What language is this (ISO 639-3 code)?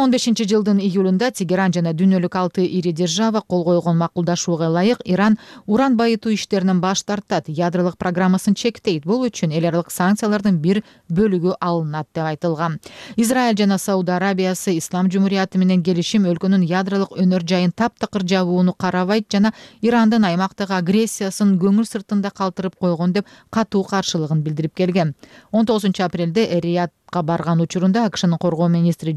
kir